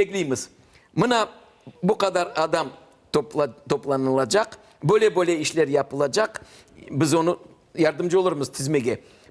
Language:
Crimean Tatar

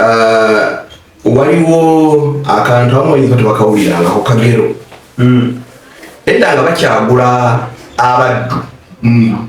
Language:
Ganda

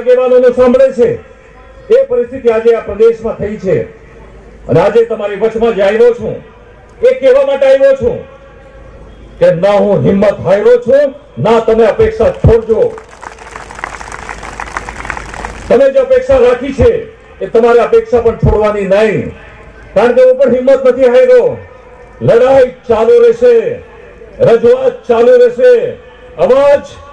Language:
Gujarati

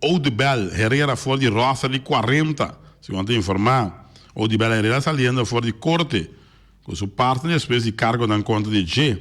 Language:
Papiamento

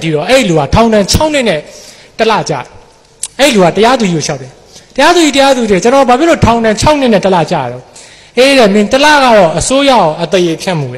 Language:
Burmese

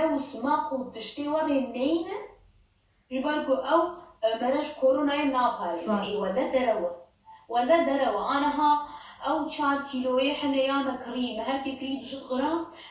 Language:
Kurdish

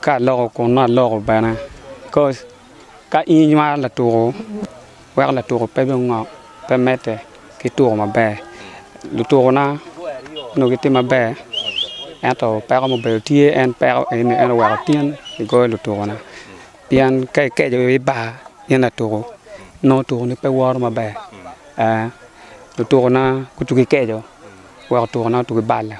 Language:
Acoli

